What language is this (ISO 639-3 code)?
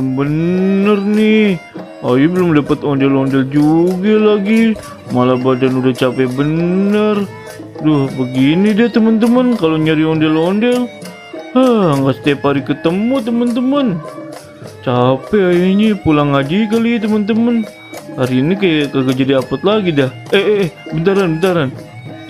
bew